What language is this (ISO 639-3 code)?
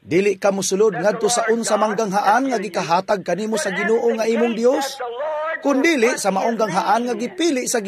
ceb